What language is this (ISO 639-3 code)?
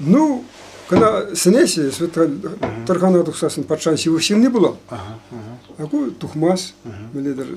chv